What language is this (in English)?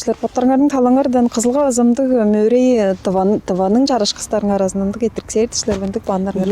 Tuvinian